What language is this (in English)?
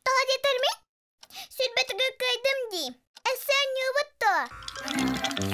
Yakut